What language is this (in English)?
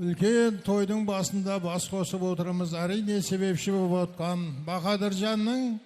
Kara-Kalpak